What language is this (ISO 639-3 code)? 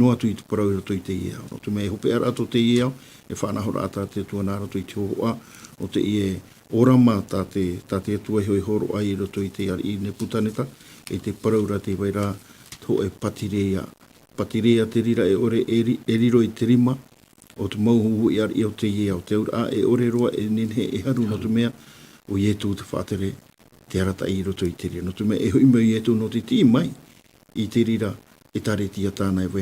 tah